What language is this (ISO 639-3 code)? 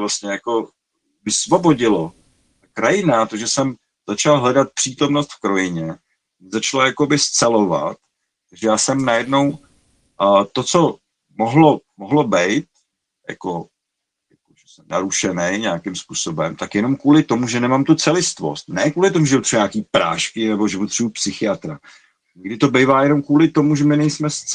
ces